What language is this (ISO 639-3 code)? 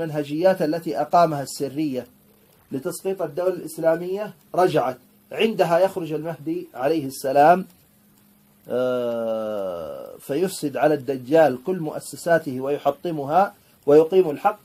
ara